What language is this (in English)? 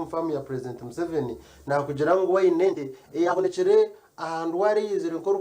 Nyankole